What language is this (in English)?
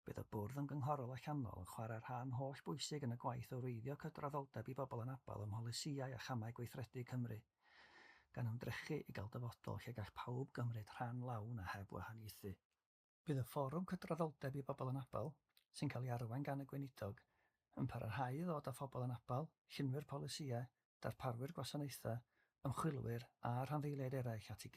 Welsh